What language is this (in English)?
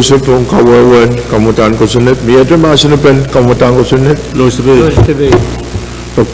Pohnpeian